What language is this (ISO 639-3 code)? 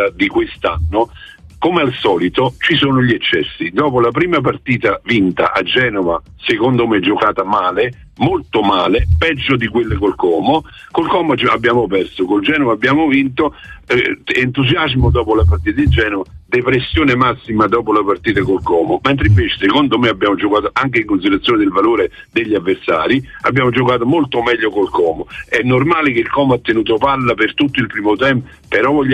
ita